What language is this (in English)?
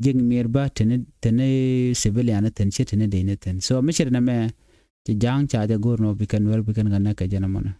Nuer